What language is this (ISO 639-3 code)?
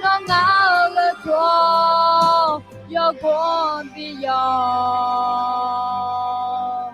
ahk